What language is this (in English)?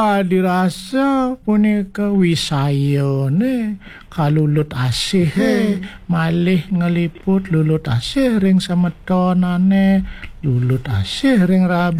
Balinese